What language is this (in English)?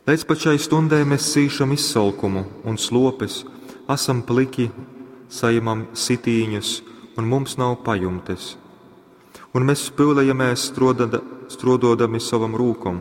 Latgalian